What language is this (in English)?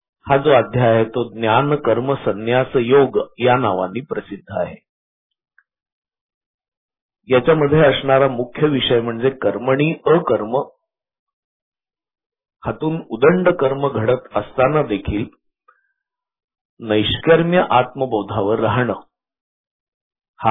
Marathi